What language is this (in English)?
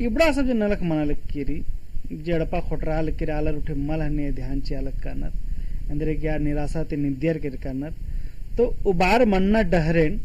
Kurukh